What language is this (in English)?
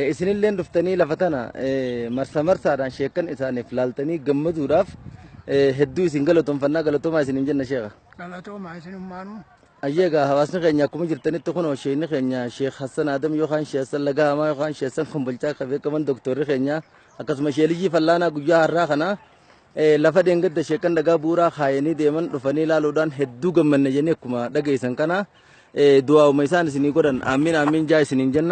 Oromo